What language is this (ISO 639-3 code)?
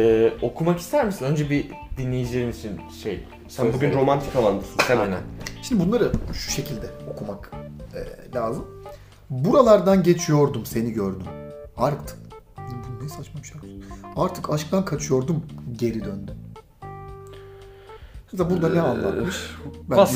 tur